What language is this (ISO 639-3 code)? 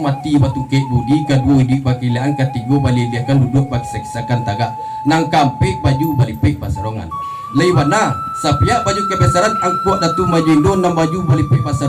min